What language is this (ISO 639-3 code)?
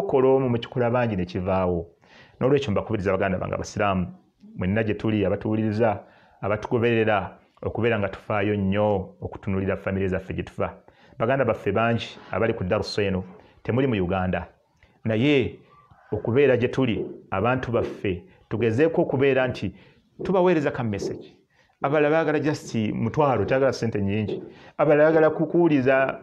lug